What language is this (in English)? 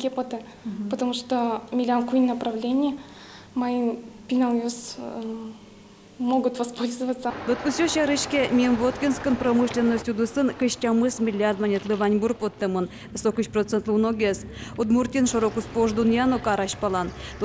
Udmurt